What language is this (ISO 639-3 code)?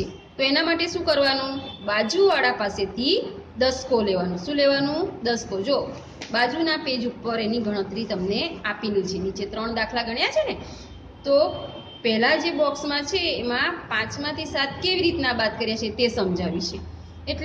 guj